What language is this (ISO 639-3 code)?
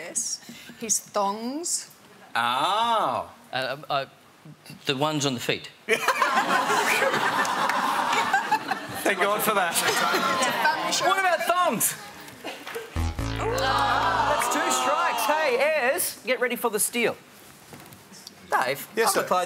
eng